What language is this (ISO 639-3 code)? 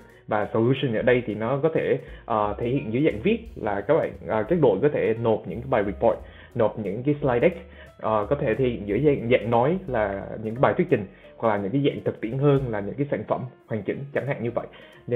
vie